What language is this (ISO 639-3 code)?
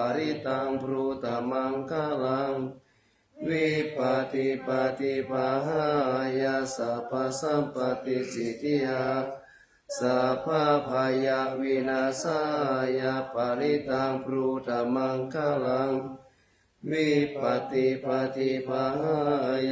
pli